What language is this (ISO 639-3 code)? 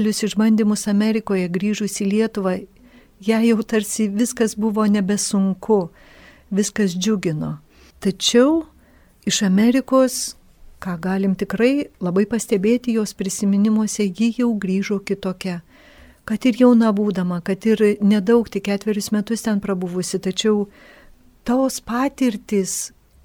lit